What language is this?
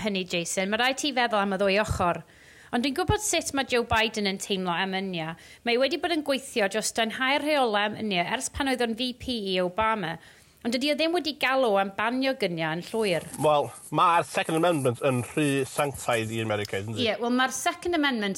Welsh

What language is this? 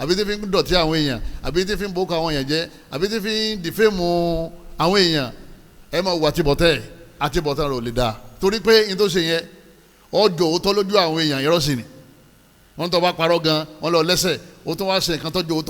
Yoruba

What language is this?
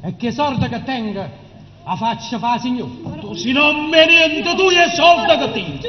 Neapolitan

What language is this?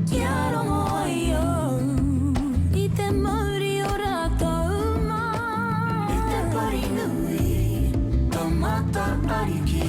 Māori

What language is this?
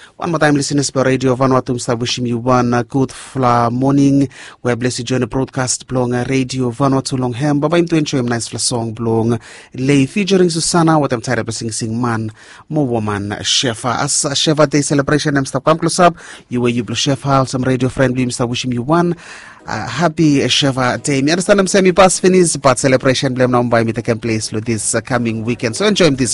Bislama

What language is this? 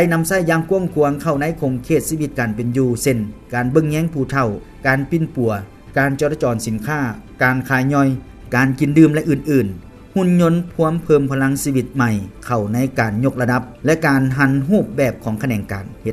Lao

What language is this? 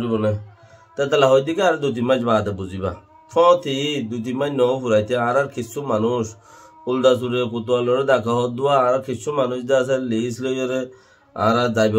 Rohingya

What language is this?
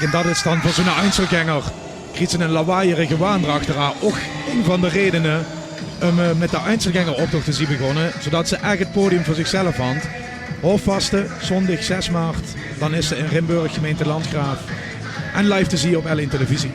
Limburgish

